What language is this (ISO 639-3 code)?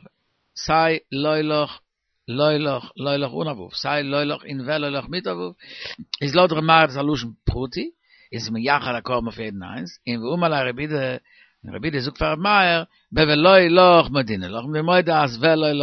yid